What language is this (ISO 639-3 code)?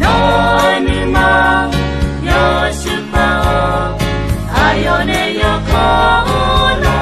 ahk